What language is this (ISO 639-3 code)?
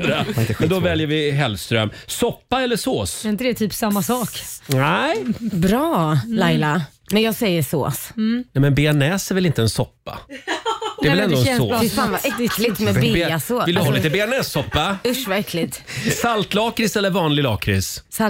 swe